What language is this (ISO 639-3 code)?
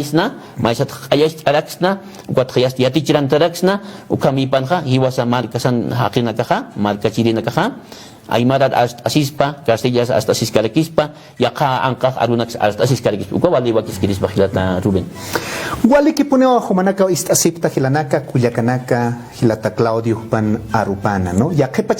aym